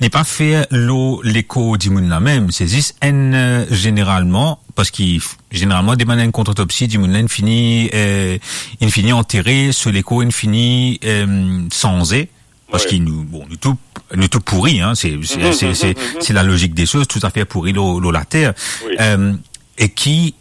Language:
Morisyen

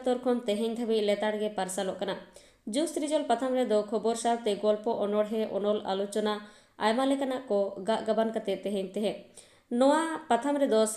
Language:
Santali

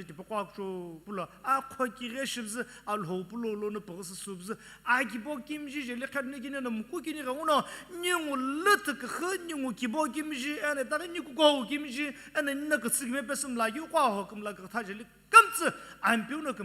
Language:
Sumi Naga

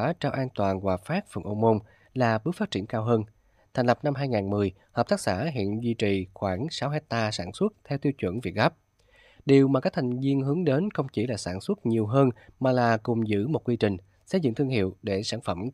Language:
Vietnamese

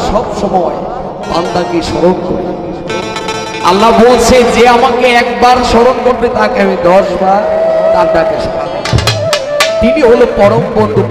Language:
Bangla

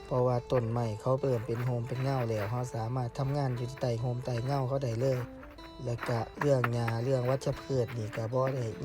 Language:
Northeastern Thai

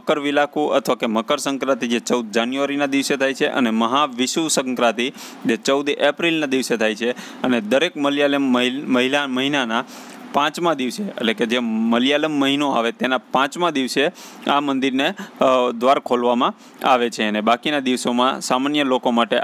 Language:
Gujarati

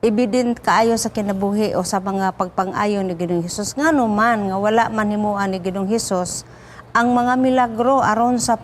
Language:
Cebuano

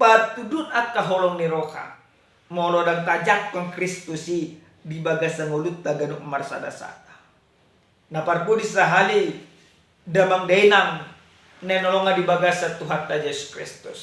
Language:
Batak Toba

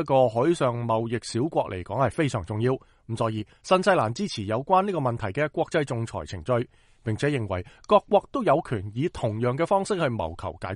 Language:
Cantonese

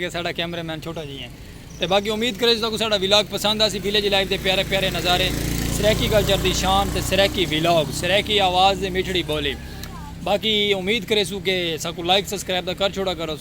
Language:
Saraiki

